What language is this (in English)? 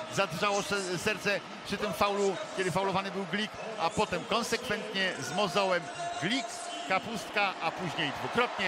Polish